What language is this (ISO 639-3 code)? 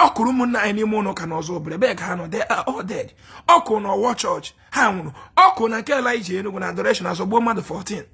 ibo